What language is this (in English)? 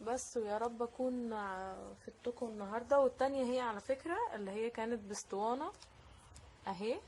Egyptian Arabic